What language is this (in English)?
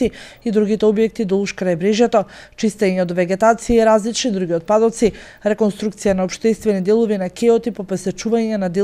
Macedonian